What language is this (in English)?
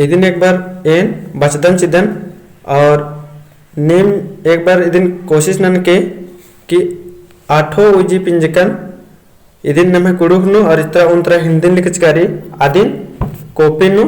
Kurukh